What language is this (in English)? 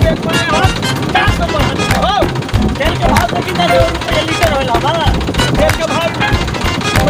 Magahi